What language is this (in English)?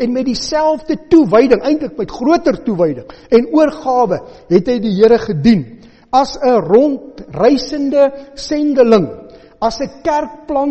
Afrikaans